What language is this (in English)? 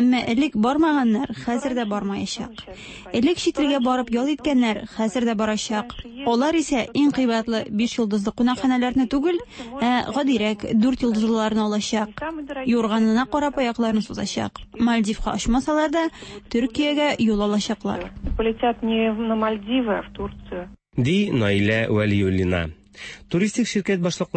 Tatar